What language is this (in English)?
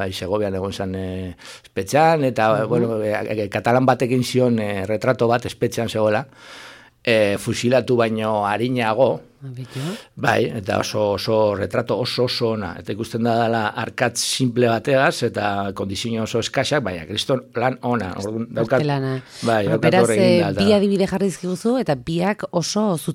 Basque